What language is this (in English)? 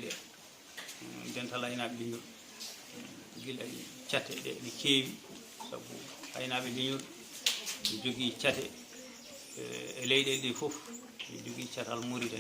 Fula